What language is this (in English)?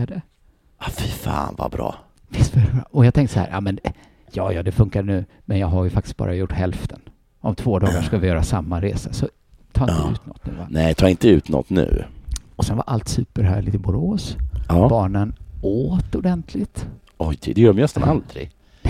Swedish